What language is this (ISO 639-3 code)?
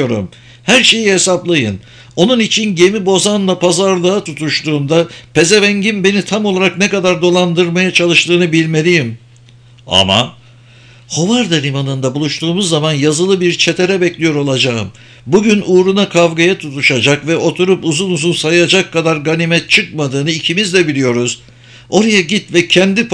tur